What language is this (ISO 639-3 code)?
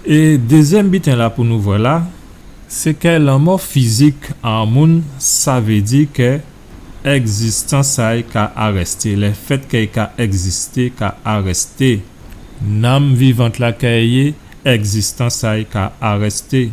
gcf